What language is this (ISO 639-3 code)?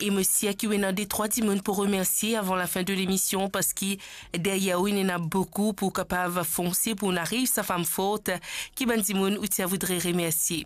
mfe